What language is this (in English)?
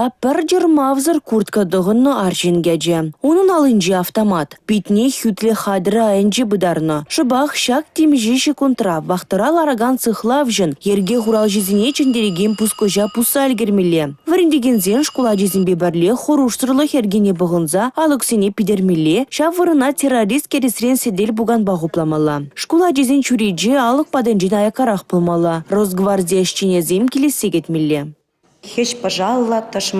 Chuvash